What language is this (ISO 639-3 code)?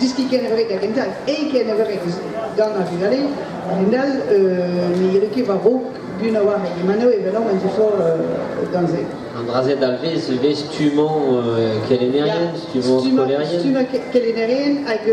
bre